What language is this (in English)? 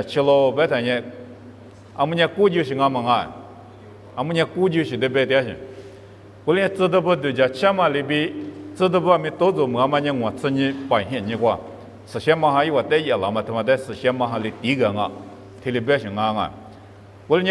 Lisu